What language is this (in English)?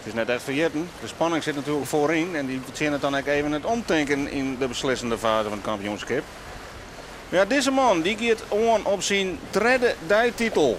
Western Frisian